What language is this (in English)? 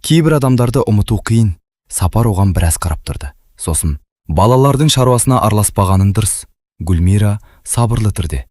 Kazakh